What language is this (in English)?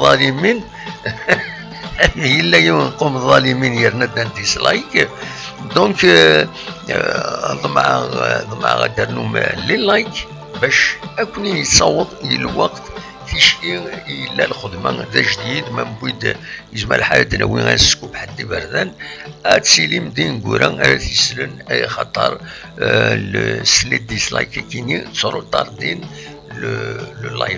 Kabyle